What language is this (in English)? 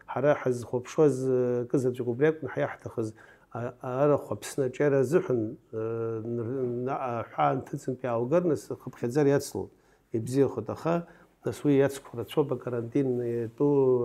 Abkhazian